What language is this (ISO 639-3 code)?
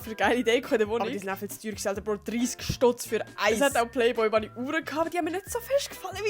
gsw